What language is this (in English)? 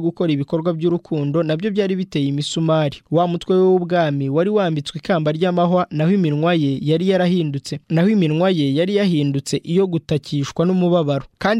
Kinyarwanda